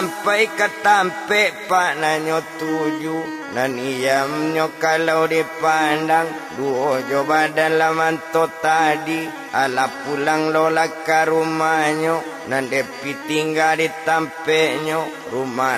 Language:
Minangkabau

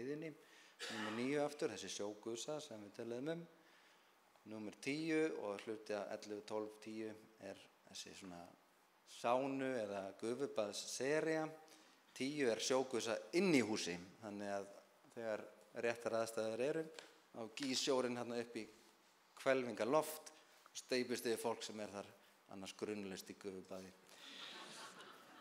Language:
Icelandic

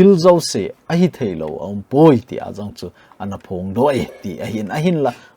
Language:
Thado Chin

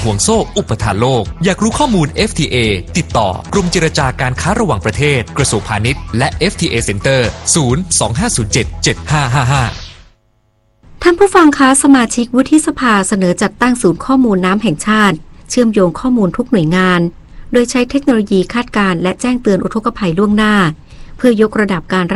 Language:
Thai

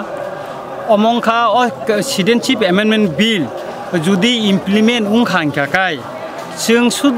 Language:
Kok Borok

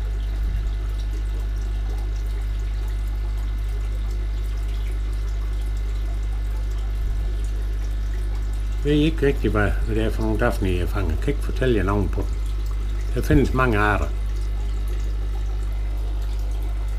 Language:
Danish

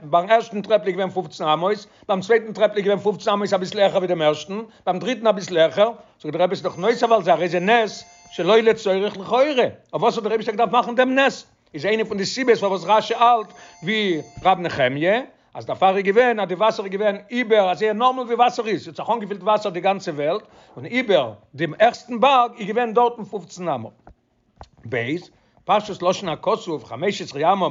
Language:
Yiddish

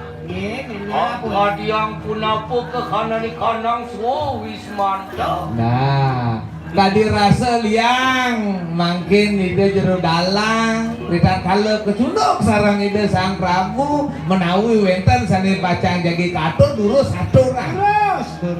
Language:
Balinese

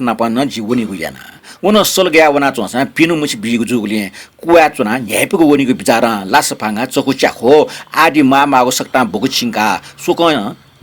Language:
Newari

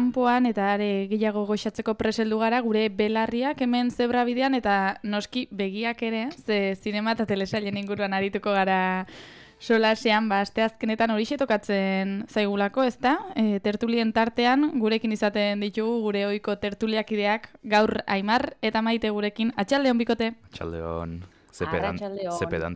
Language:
Basque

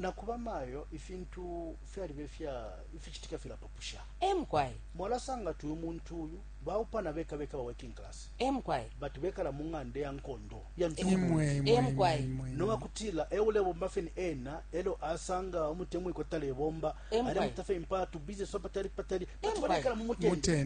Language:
Bemba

